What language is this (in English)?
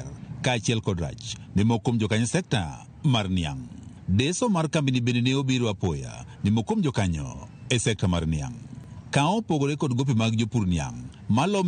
Luo (Kenya and Tanzania)